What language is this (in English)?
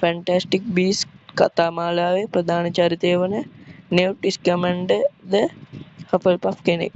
Sinhala